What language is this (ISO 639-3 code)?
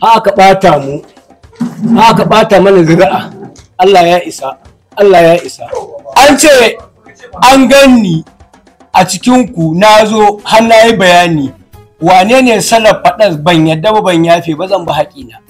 hau